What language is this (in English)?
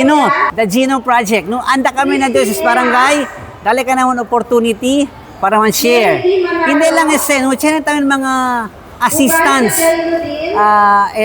Chavacano